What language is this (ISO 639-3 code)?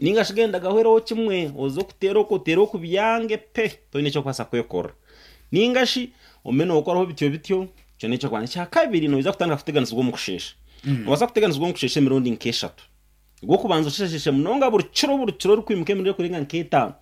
nyn